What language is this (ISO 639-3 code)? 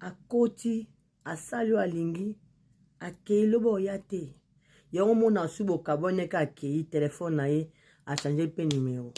lin